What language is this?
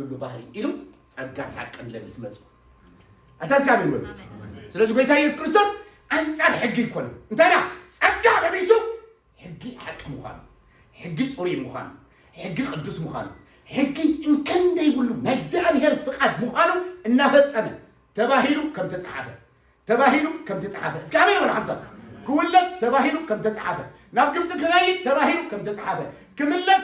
Tigrinya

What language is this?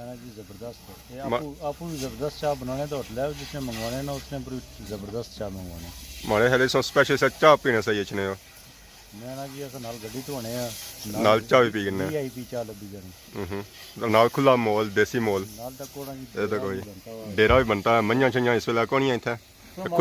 Pahari-Potwari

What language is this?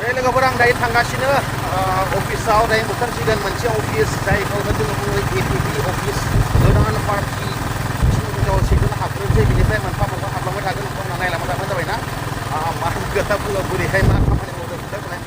Bodo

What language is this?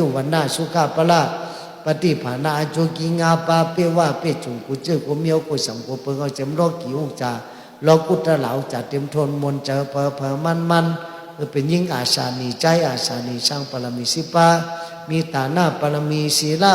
Shan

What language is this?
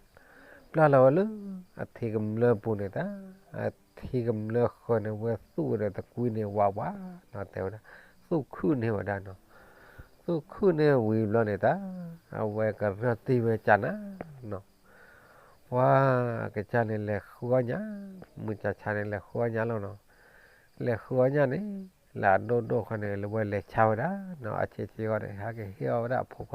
S'gaw Karen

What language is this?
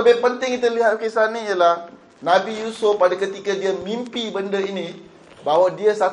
Malay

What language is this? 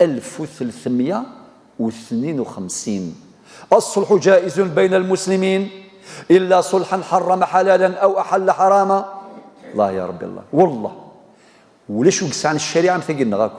Kabyle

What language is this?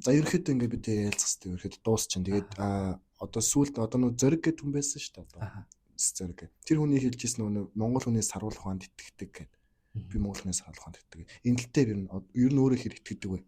Mongolian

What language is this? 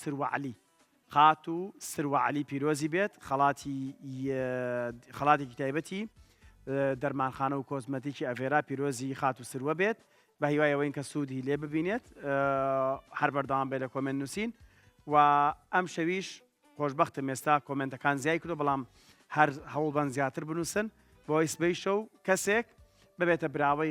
Central Kurdish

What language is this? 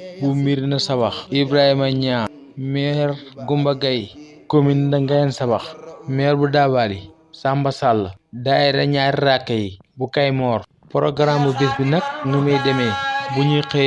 Wolof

